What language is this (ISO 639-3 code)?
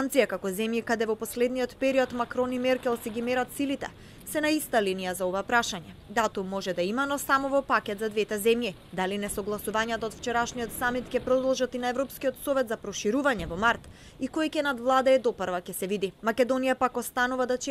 mkd